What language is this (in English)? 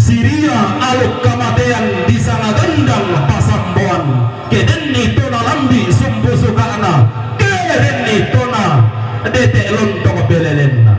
Toraja-Sa'dan